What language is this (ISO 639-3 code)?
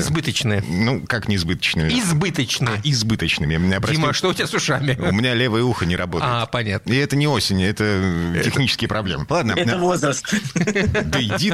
rus